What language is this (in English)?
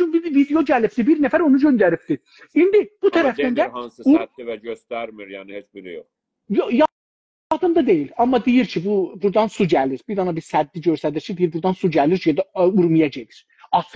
South Azerbaijani